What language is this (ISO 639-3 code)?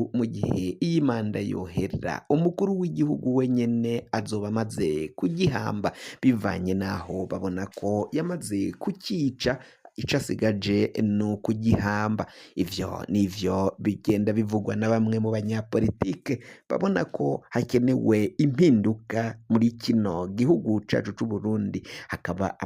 run